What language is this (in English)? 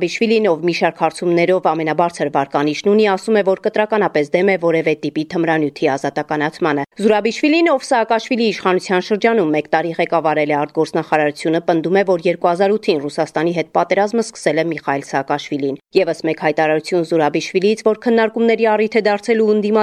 Armenian